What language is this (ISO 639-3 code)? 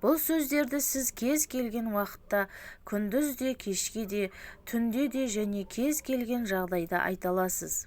kaz